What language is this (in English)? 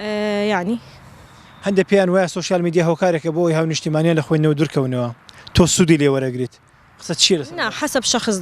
Central Kurdish